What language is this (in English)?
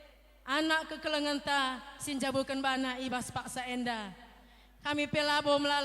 Batak Karo